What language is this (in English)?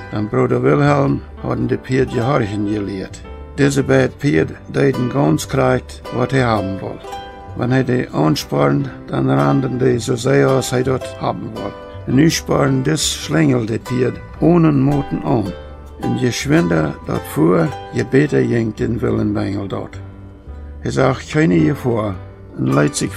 Plautdietsch